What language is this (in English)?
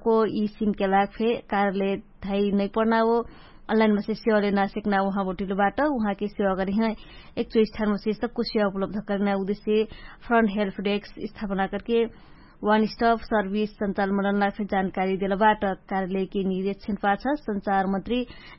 Dangaura Tharu